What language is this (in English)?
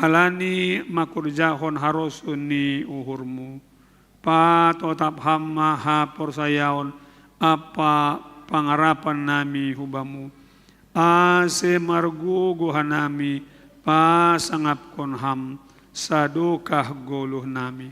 Batak Simalungun